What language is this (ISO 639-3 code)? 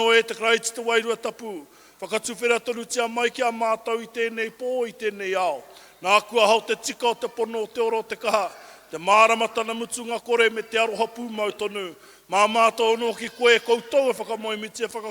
mri